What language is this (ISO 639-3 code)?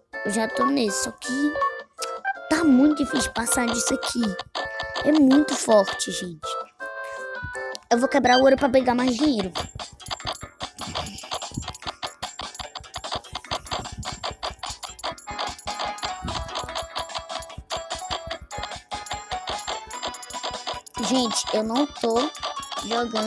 por